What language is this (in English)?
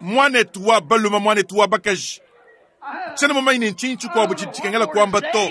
Luba-Lulua